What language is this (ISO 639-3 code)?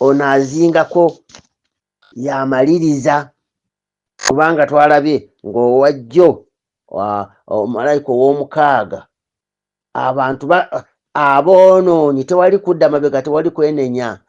lug